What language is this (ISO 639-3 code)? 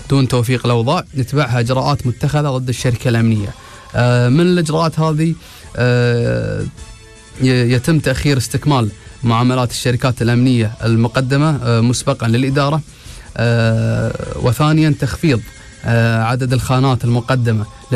urd